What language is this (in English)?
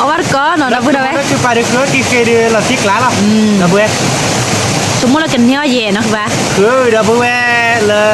S'gaw Karen